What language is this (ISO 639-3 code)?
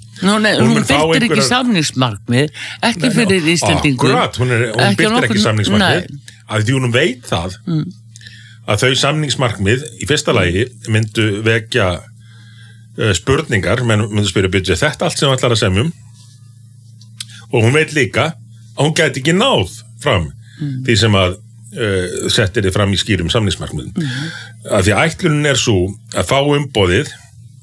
isl